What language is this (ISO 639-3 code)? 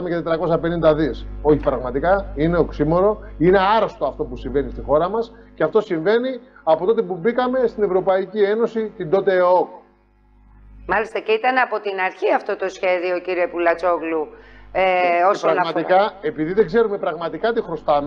ell